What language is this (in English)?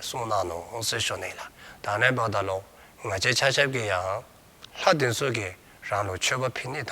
Dzongkha